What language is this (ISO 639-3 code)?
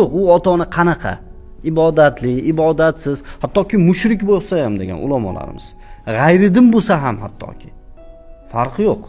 uzb